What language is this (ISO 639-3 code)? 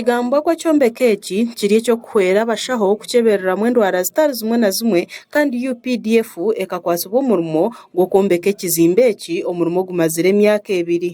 nyn